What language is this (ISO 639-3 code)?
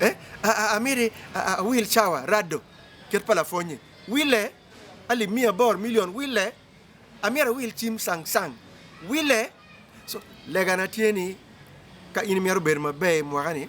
ach